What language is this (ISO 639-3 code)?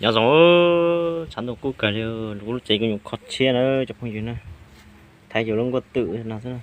hmn